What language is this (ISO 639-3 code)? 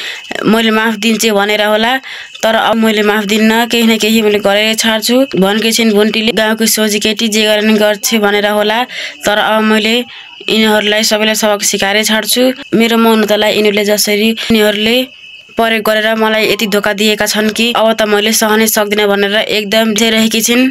nep